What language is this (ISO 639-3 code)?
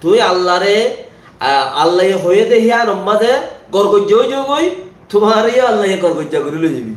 rhg